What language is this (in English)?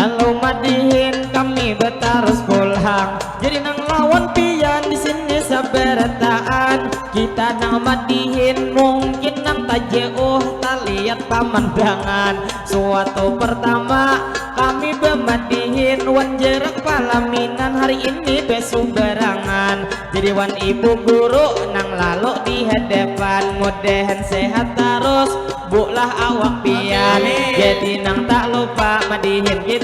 Banjar